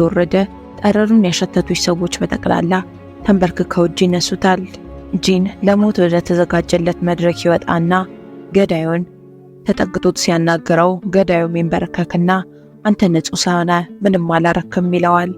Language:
Amharic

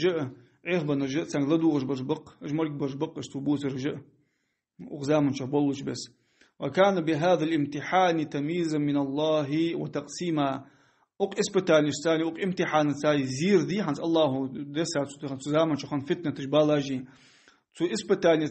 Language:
Ingush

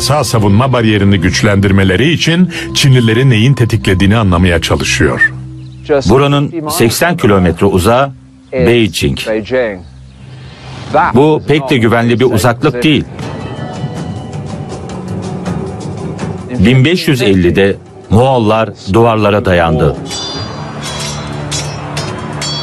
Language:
Turkish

